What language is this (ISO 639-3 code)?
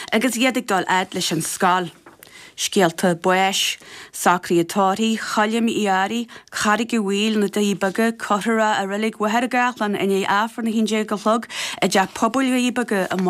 gle